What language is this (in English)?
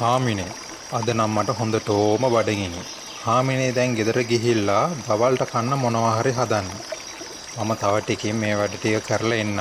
Sinhala